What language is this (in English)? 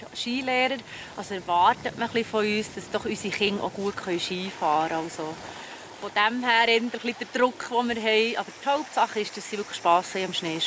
Swiss German